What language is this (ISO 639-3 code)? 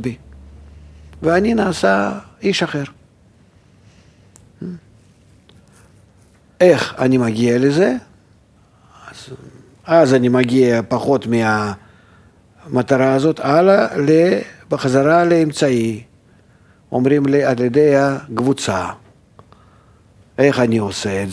heb